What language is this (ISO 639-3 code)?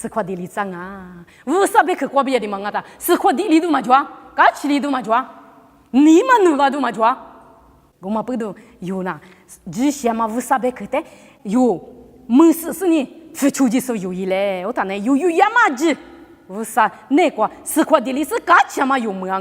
lis